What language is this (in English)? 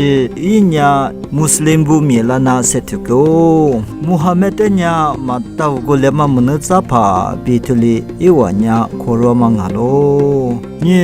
Lisu